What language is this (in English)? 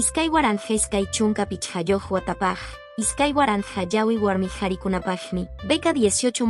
Quechua